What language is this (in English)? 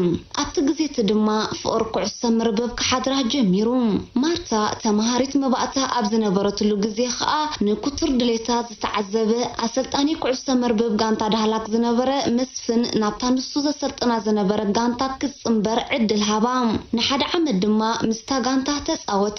Tigrinya